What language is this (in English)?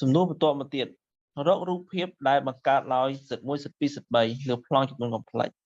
Khmer